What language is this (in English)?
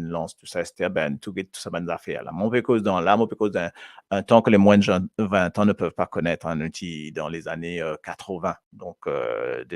Morisyen